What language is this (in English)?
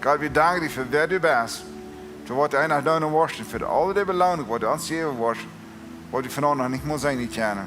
Plautdietsch